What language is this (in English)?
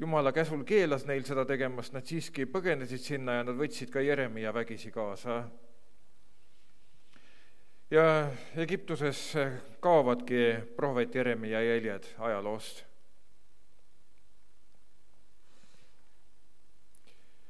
Estonian